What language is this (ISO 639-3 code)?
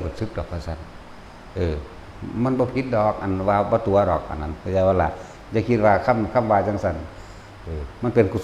tts